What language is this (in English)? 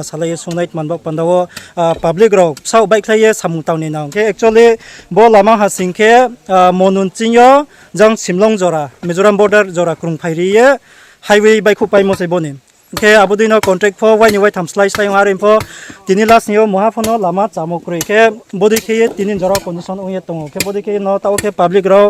Riang (India)